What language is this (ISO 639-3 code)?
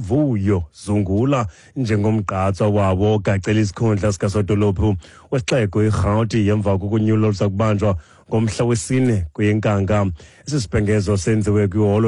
xho